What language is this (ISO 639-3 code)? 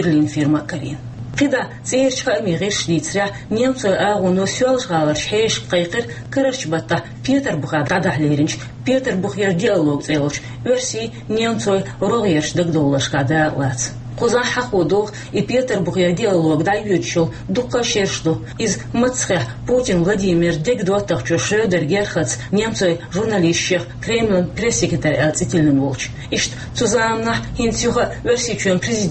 che